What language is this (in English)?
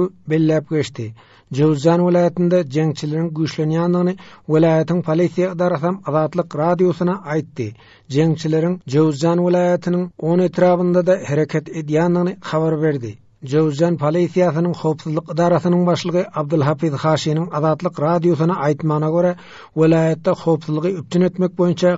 Turkmen